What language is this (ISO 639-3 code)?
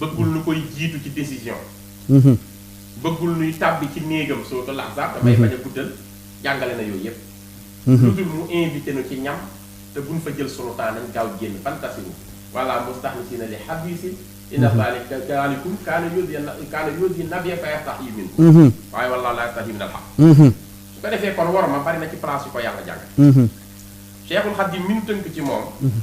wol